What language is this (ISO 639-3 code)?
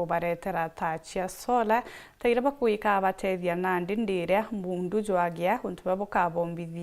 mer